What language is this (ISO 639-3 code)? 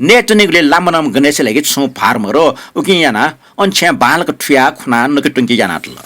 new